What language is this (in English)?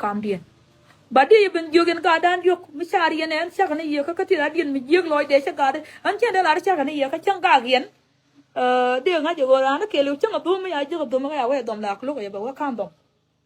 Nuer